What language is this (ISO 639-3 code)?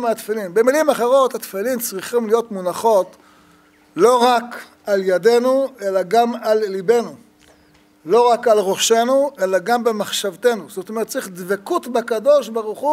heb